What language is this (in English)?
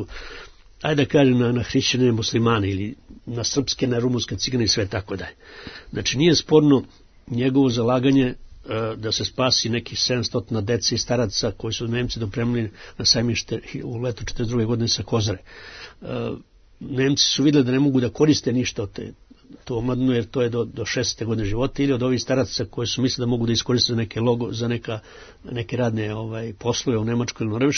Serbian